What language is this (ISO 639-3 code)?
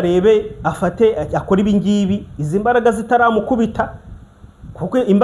kin